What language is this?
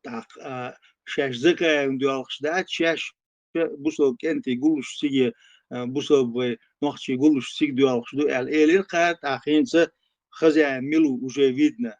Chechen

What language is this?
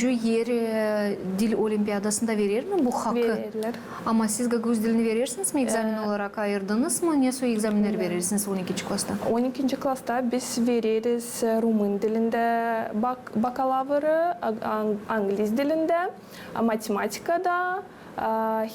Gagauz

